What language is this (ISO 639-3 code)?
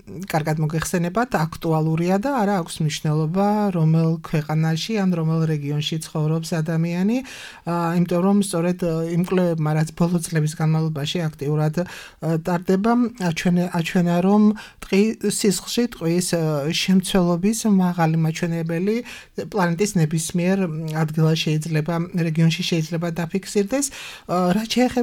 kat